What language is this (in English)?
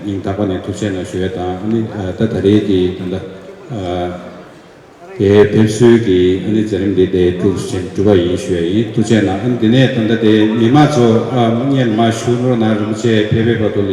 Tibetan